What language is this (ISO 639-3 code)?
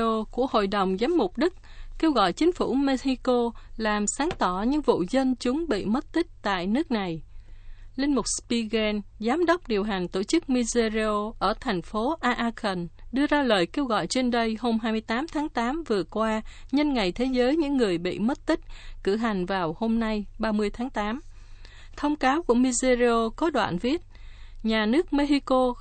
vie